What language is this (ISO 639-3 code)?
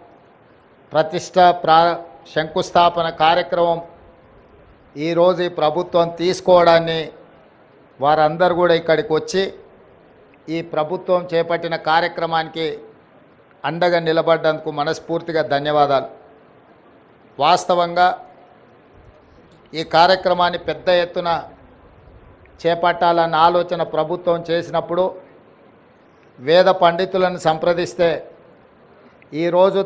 tel